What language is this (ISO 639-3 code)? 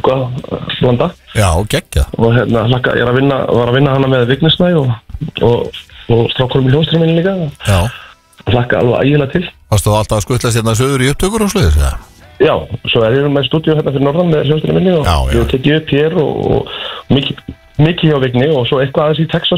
isl